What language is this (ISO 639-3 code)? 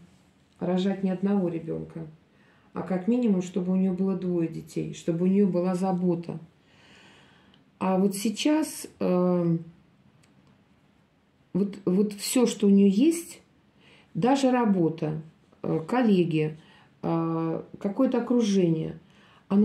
rus